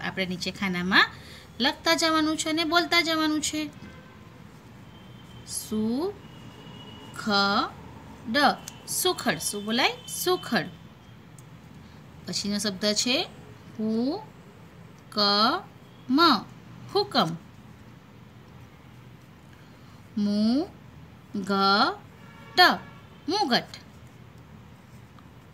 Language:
Gujarati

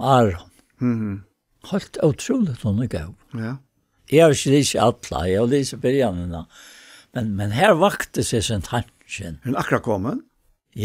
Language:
Faroese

